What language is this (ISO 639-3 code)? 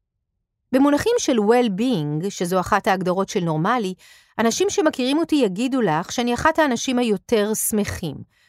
heb